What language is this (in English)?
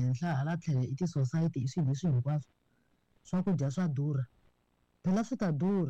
Tsonga